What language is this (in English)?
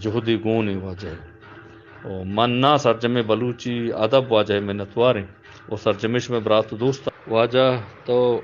Eastern Balochi